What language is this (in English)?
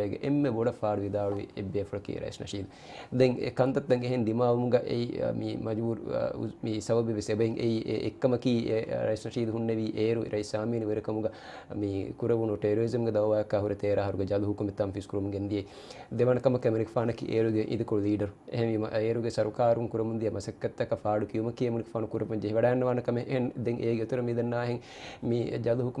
Divehi